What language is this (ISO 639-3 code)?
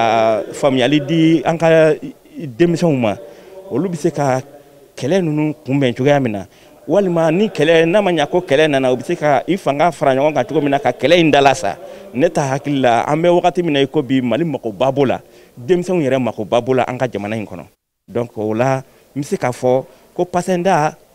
bam